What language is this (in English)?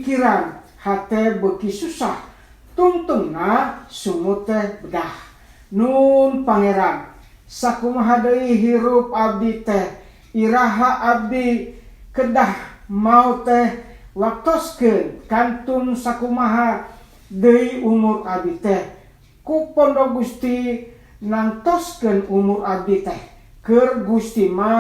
Sundanese